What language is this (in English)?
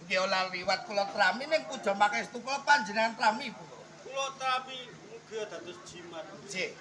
Javanese